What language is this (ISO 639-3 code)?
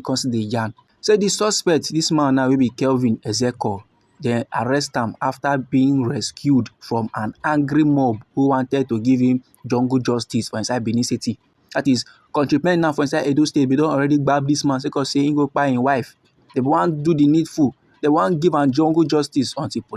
pcm